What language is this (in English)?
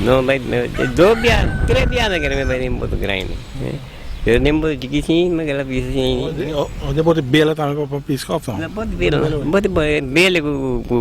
Papiamento